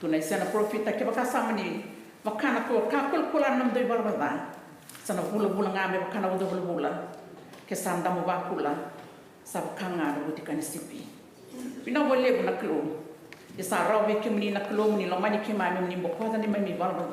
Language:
Fijian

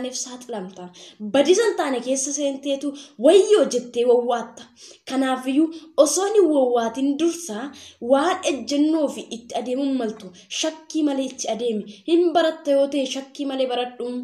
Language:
Oromo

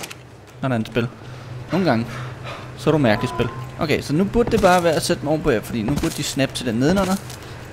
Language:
Danish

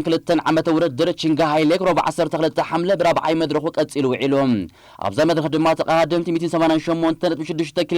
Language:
Tigrinya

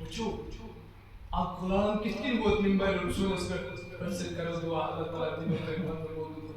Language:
Kashmiri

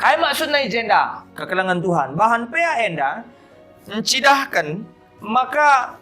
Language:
Batak Karo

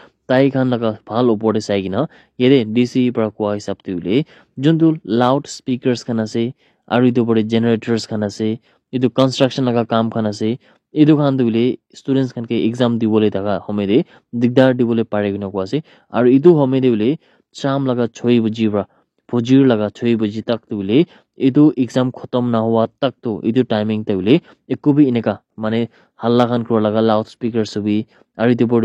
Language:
Naga Pidgin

